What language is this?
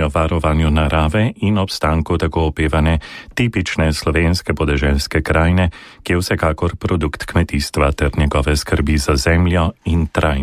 Slovenian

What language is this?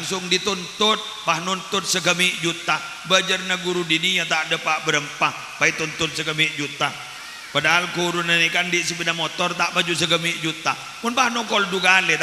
Madurese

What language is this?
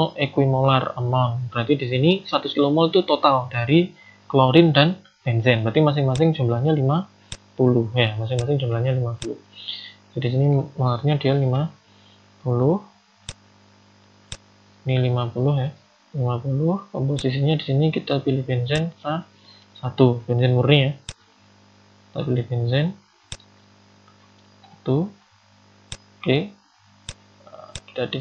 Indonesian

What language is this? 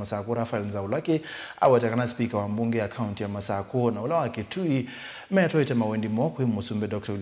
Kamba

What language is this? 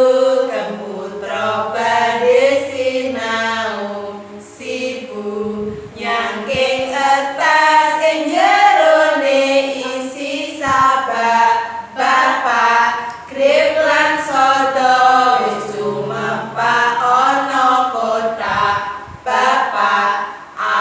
Javanese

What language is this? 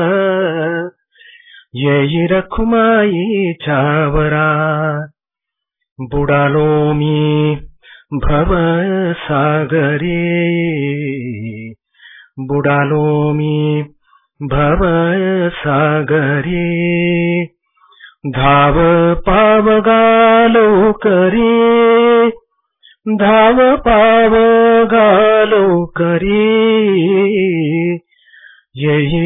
Marathi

